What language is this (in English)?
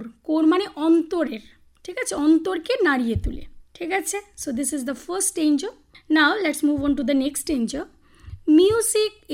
Bangla